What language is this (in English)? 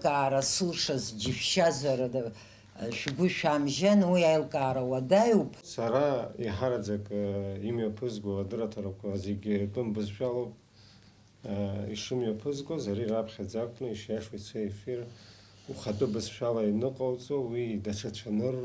Abkhazian